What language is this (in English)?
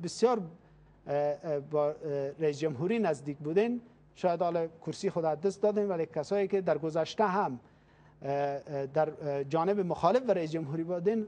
Persian